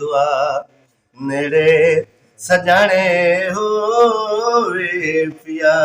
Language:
Saraiki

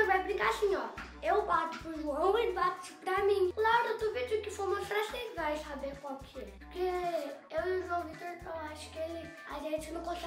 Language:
Portuguese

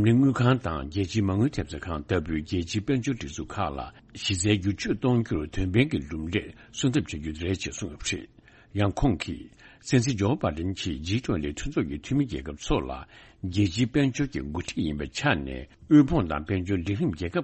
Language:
Tibetan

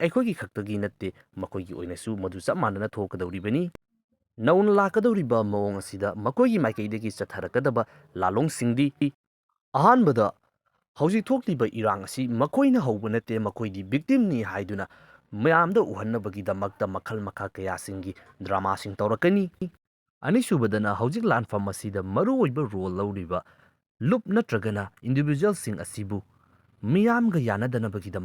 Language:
Manipuri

